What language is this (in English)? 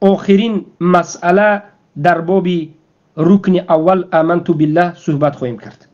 Tajik